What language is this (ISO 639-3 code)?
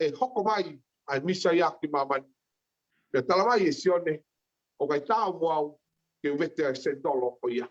ton